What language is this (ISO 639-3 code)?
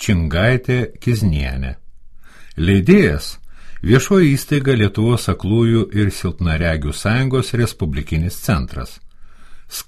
lit